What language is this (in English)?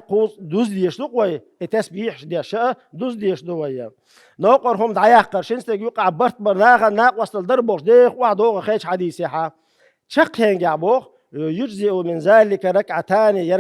Chechen